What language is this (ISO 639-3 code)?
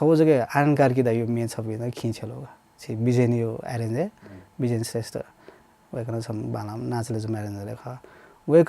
new